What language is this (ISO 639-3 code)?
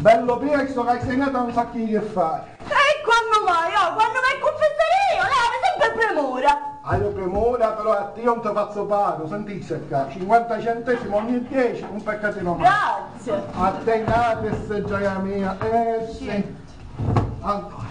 scn